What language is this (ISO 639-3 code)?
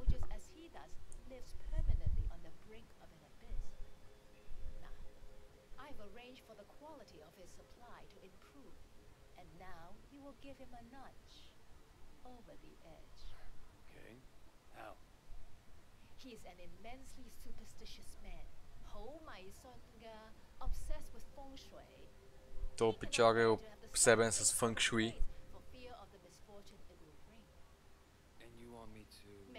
bul